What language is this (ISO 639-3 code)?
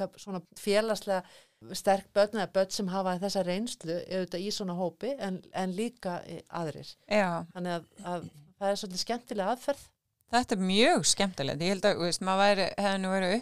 isl